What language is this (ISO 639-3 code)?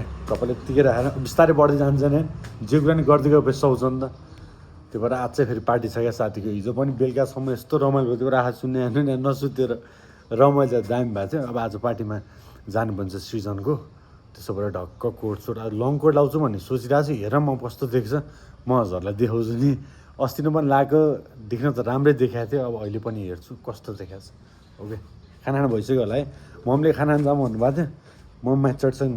nep